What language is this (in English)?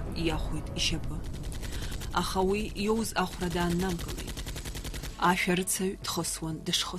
Abkhazian